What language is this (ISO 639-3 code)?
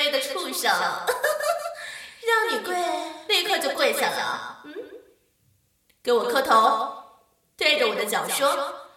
zho